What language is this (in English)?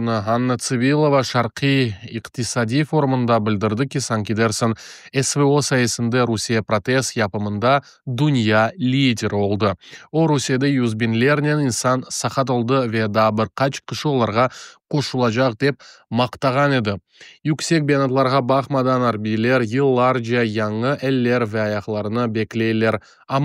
Crimean Tatar